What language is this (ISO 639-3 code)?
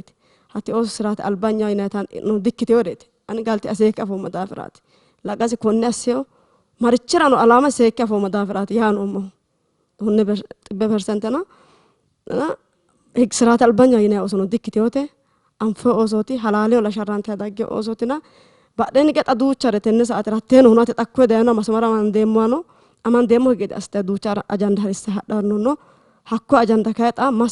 sid